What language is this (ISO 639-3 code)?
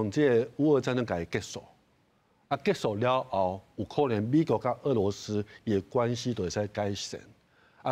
nan